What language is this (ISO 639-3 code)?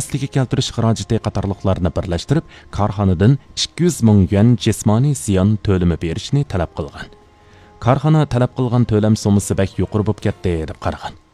uig